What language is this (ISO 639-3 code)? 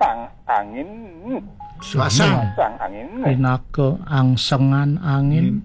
ban